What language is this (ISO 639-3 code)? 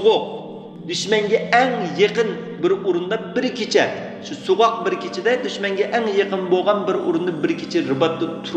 uig